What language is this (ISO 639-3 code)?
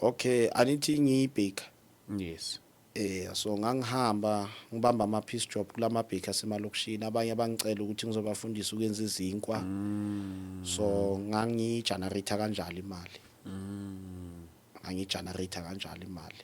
zul